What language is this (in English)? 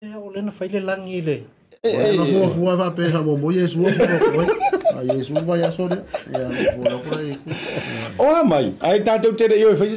Samoan